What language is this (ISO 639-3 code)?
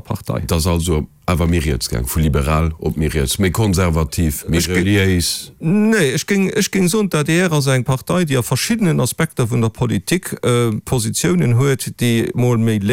ltz